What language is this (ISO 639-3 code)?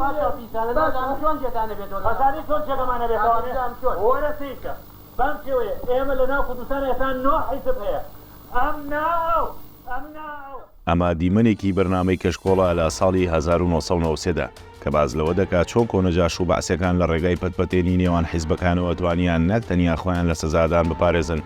ckb